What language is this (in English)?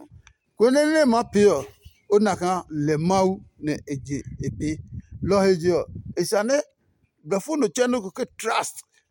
Adangme